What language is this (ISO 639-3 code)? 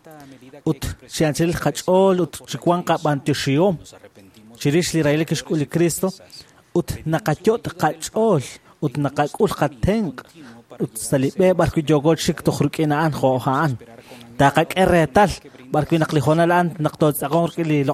kek